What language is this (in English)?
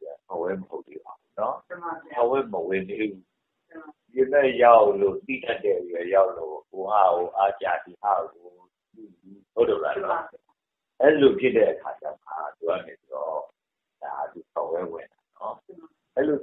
Burmese